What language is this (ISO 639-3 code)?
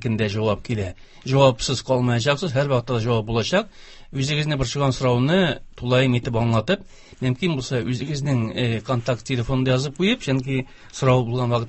tat